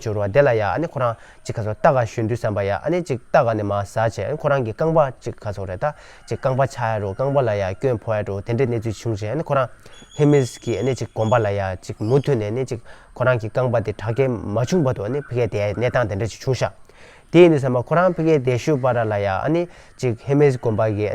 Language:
Tibetan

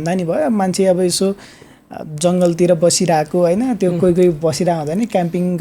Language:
Nepali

